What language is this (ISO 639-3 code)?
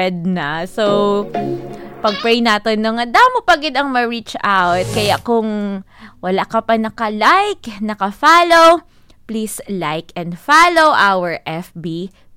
hil